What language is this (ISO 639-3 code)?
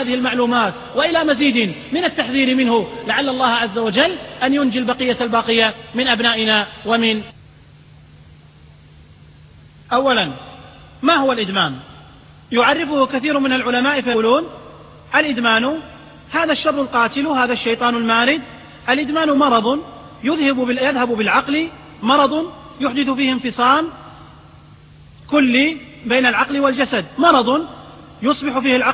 ara